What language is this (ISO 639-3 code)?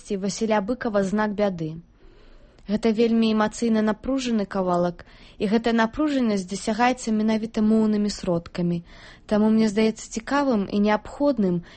bel